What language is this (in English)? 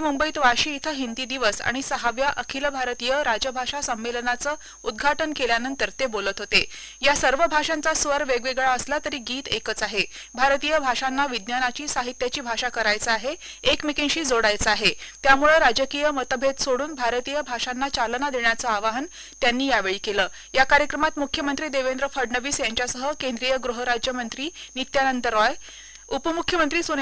Marathi